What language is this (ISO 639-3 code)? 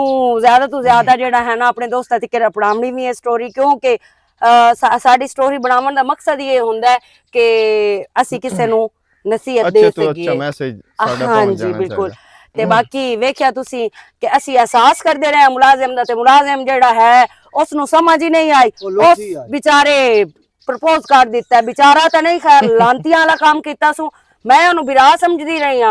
lah